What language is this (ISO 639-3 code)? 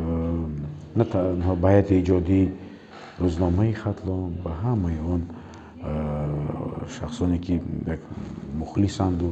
tgk